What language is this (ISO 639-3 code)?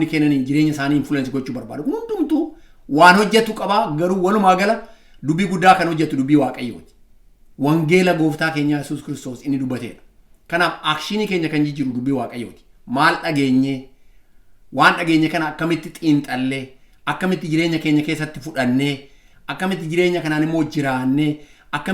orm